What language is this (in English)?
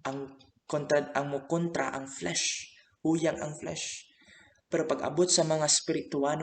Cebuano